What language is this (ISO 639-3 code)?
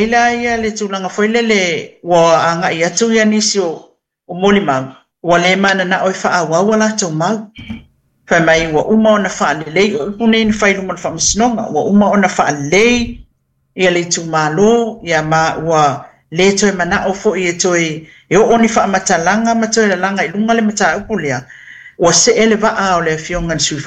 smo